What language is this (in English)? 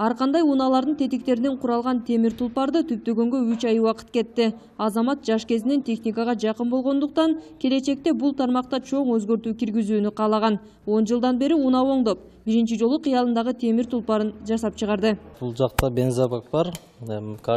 Kyrgyz